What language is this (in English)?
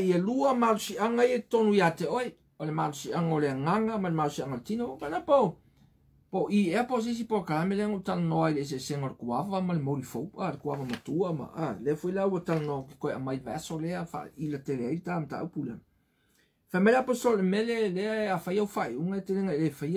Samoan